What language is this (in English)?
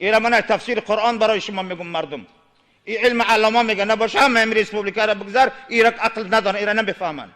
Tajik